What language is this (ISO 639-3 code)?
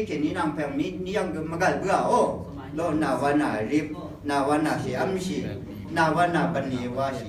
raw